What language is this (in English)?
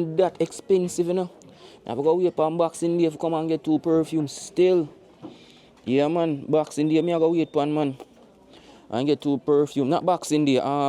Jamaican Creole English